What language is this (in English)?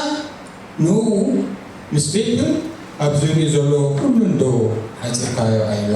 Tigrinya